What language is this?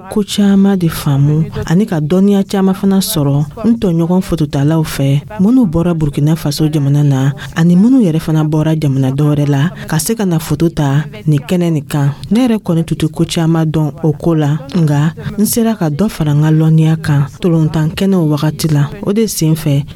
Dyula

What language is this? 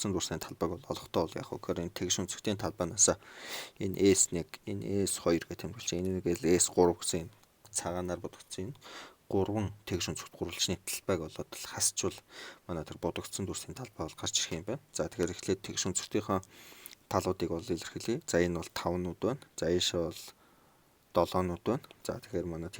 Mongolian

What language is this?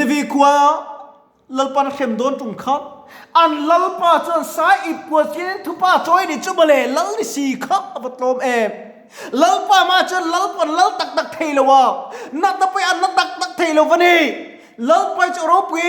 Mizo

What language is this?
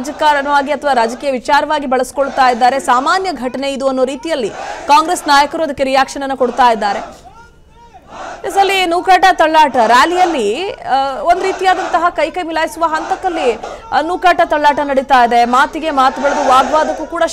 Kannada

